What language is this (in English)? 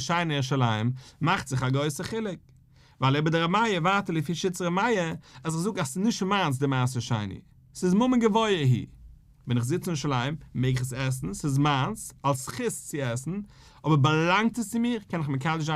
Yiddish